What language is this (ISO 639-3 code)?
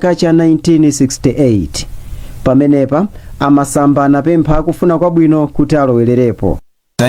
nya